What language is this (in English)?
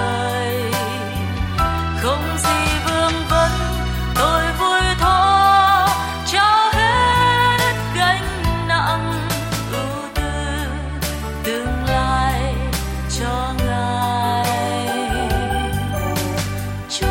Vietnamese